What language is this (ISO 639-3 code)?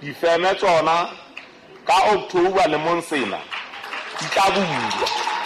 sot